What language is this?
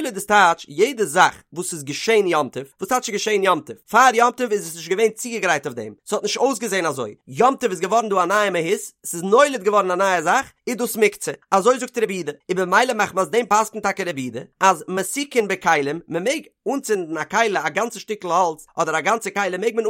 Yiddish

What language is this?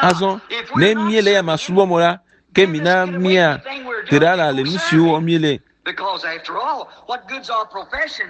Ewe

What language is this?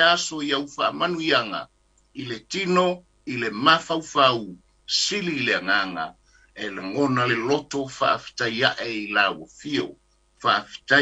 Samoan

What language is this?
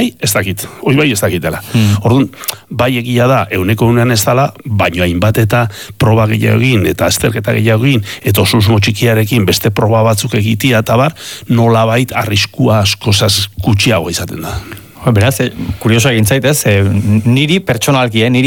Basque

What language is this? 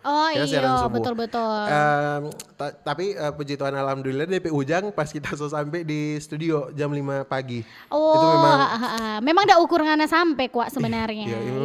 Manado Malay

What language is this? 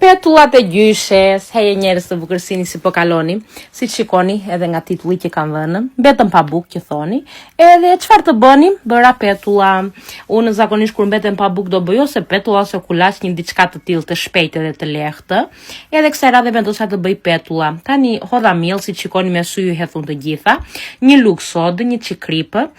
Albanian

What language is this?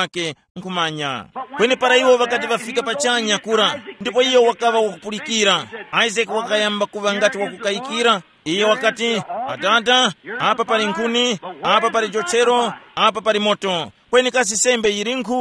Tumbuka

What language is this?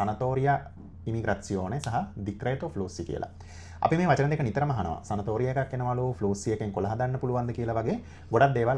Sinhala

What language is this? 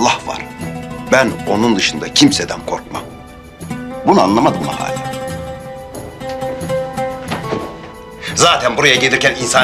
Turkish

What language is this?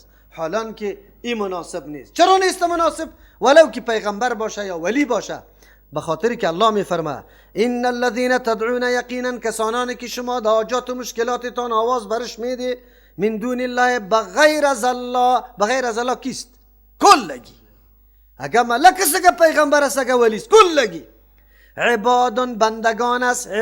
Persian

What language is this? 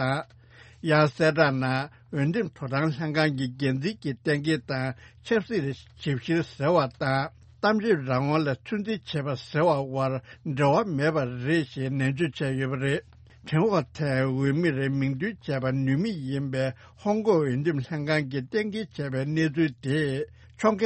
Tibetan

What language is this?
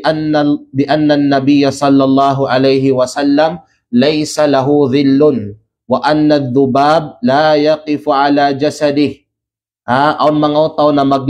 Kalagan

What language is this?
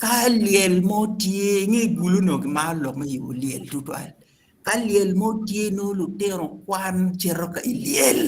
Acoli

